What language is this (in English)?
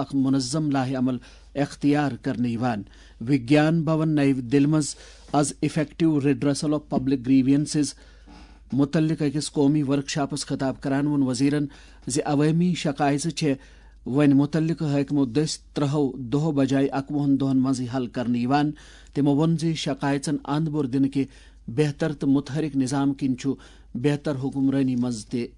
Kashmiri